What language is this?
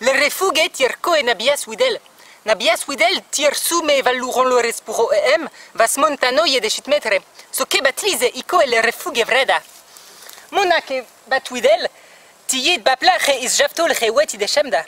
Kotava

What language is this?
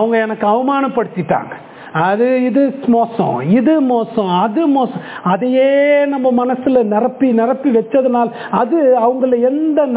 Tamil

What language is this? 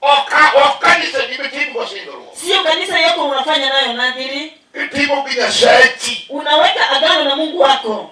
Luo (Kenya and Tanzania)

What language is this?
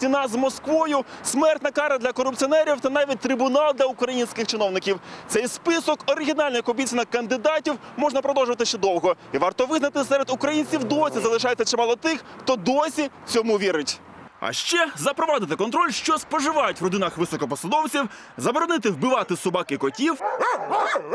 Ukrainian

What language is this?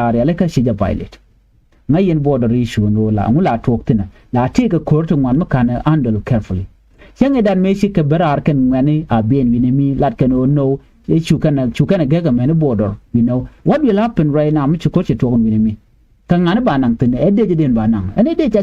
Nuer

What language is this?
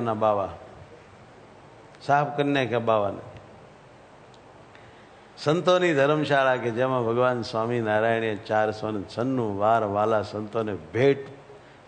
Gujarati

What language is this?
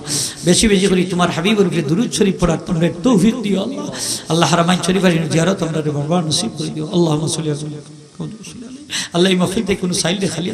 Sylheti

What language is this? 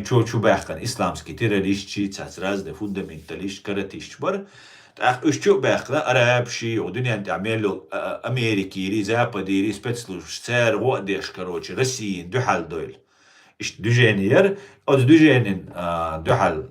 Chechen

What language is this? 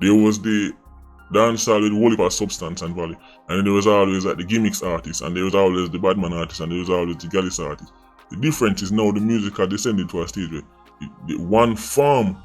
Jamaican Creole English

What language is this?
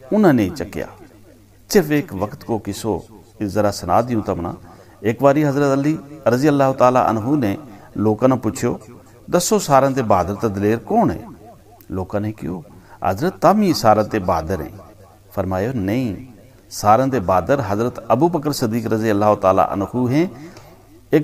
Gujari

